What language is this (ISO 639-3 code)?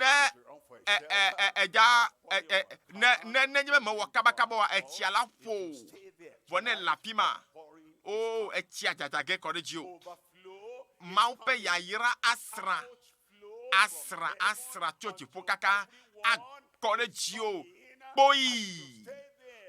ewe